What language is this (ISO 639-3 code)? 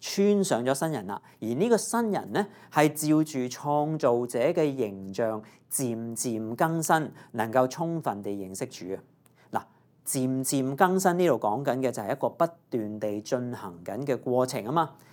yue